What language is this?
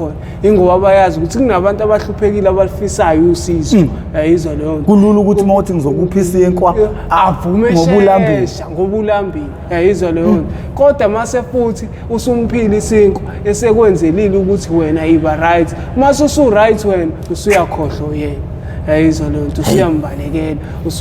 Zulu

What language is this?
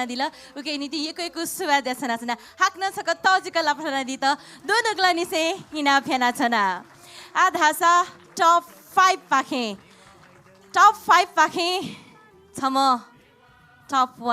Newari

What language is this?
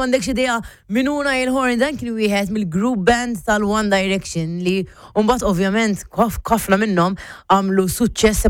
Maltese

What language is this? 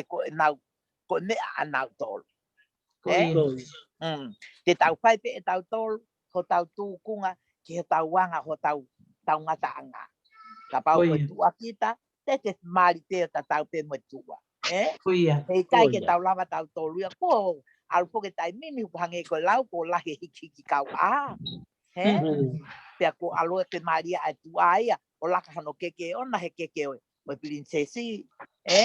Tongan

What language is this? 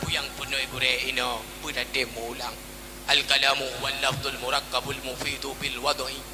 Achinese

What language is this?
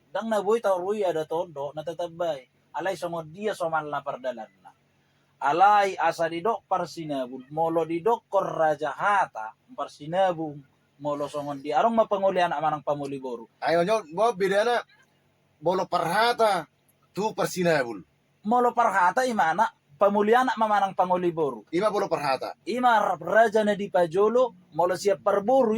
Batak Toba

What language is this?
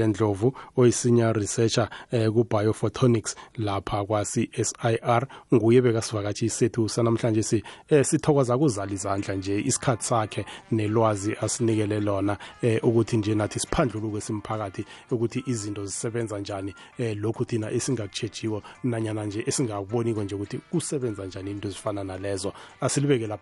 South Ndebele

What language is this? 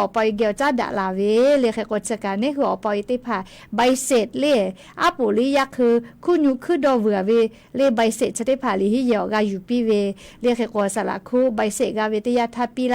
Lahu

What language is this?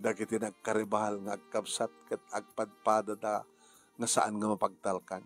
Iloko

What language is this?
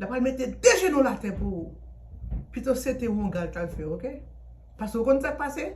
Haitian Creole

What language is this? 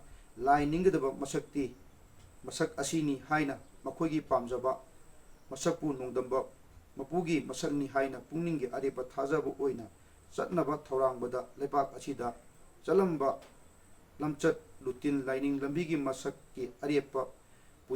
Manipuri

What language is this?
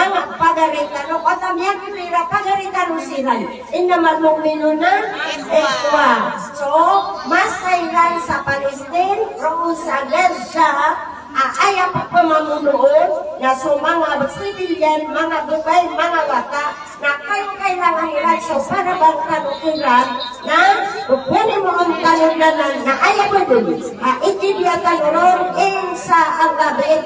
Maranao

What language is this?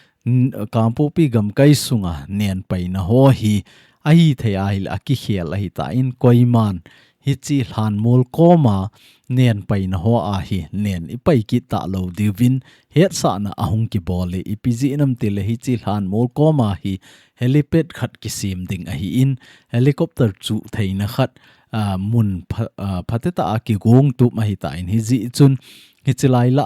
Thado Chin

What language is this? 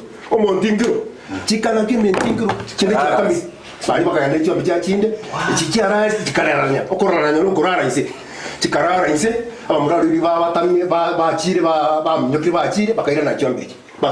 Gusii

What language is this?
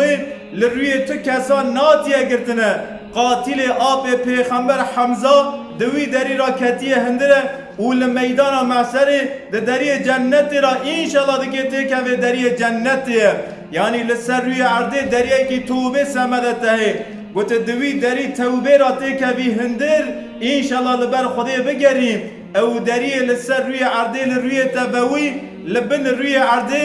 Kurdish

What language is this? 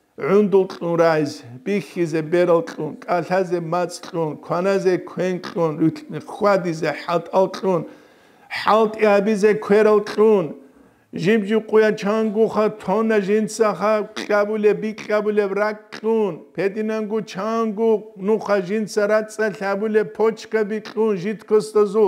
Avaric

